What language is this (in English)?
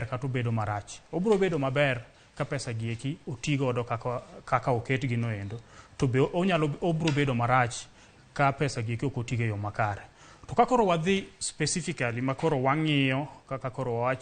Luo (Kenya and Tanzania)